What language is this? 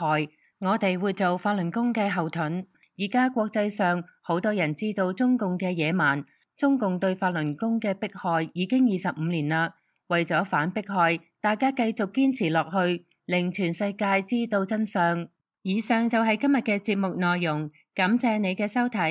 Cantonese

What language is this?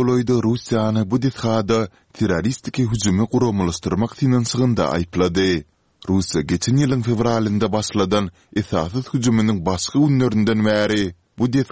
Turkmen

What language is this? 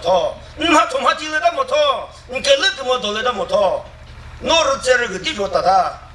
Chokri Naga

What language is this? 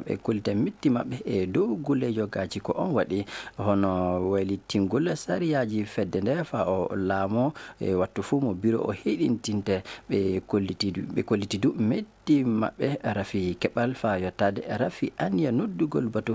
Fula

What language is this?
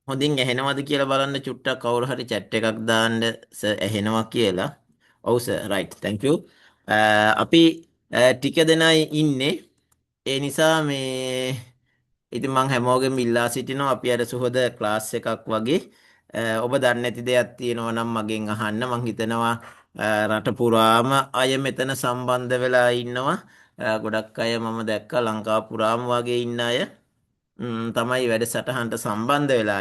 Sinhala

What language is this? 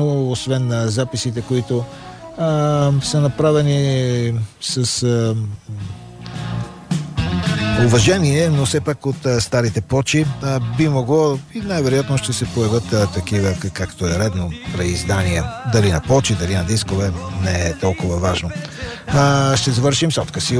Bulgarian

